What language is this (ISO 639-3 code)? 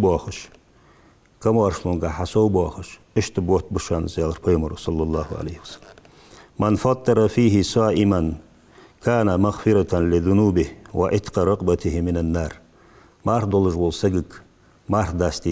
inh